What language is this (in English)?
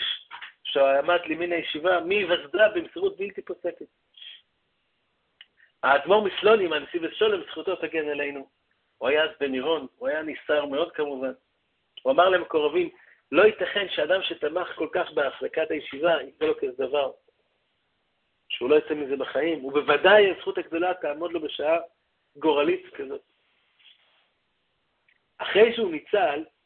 Hebrew